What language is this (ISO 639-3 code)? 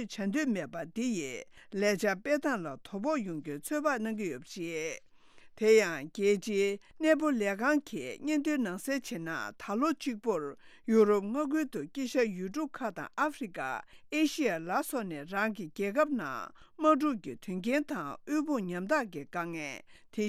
bod